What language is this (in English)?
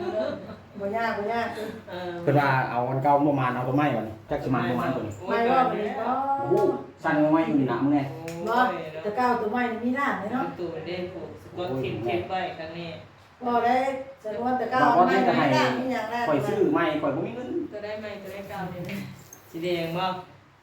Northeastern Thai